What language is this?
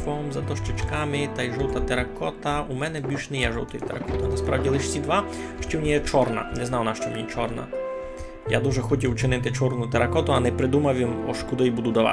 Rusyn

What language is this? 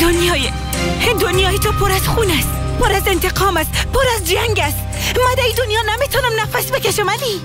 Persian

